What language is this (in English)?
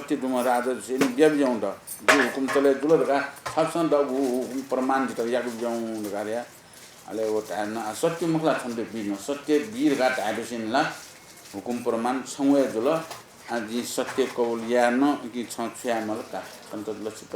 Newari